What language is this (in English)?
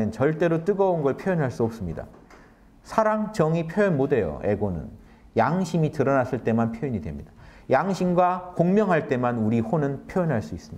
Korean